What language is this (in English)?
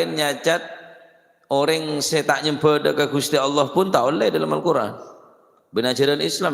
Madurese